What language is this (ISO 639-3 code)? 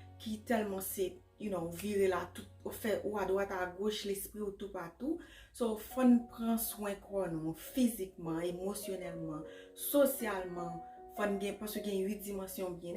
hat